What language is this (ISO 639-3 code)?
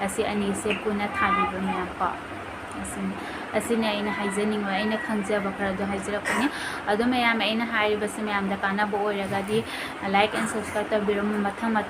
mni